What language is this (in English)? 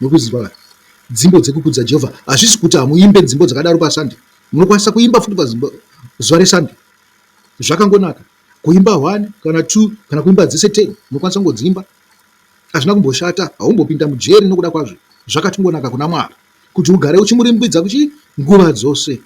Shona